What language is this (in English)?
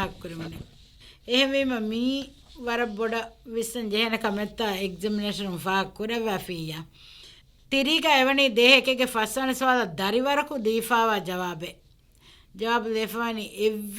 Divehi